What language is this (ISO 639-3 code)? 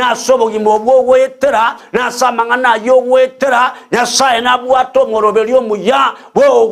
guz